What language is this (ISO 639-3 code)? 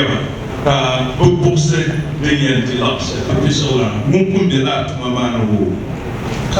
dag